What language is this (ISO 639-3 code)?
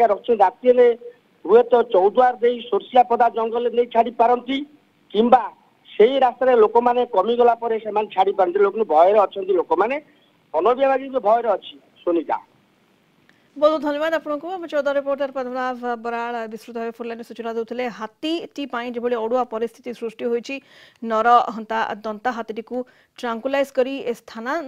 ori